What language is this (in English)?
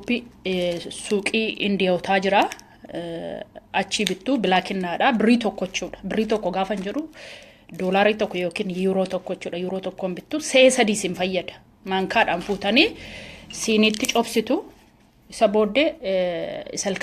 Oromo